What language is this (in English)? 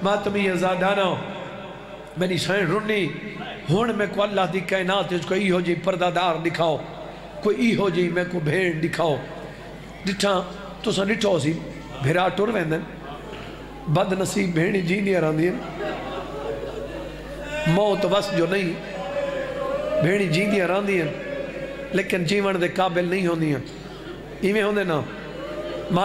Saraiki